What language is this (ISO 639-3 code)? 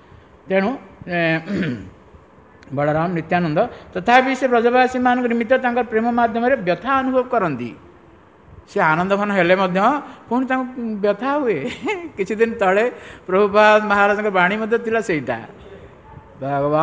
ori